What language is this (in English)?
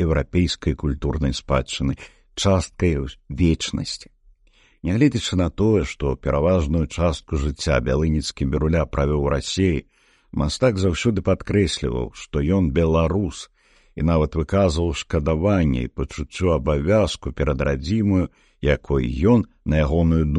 Belarusian